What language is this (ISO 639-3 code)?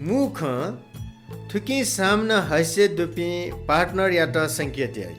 new